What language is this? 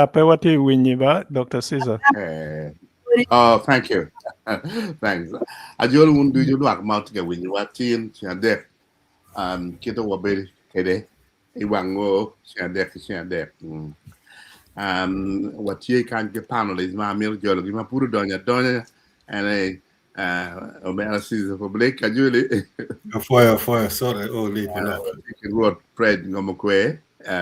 Acoli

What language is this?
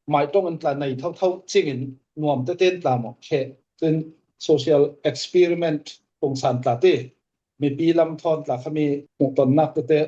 Falam Chin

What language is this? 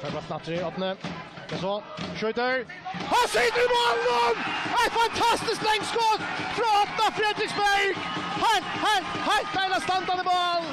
Faroese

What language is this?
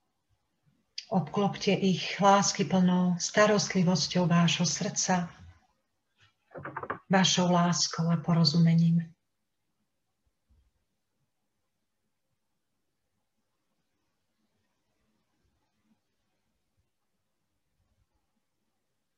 Slovak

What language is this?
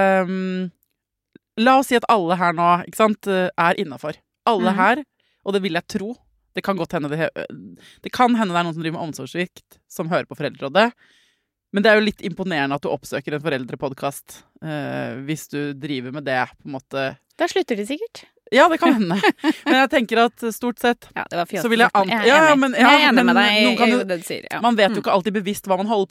Norwegian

